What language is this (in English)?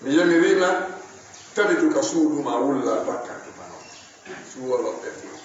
Fula